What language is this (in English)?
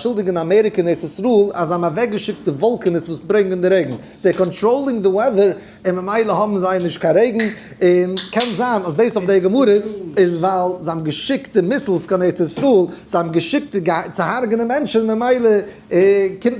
Yiddish